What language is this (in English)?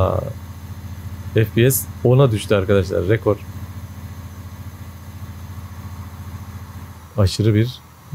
Turkish